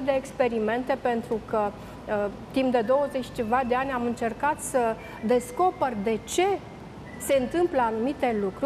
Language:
Romanian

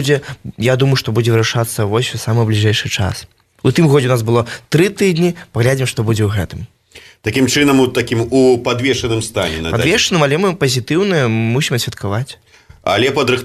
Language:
Belarusian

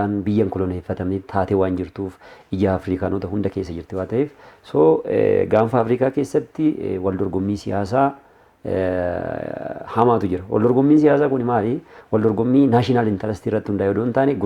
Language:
Oromo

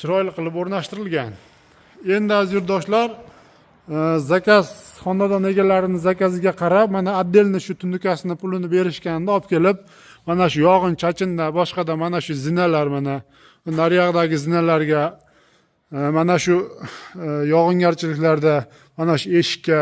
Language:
Uzbek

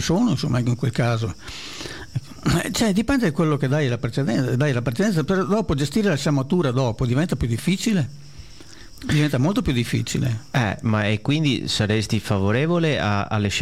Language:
Italian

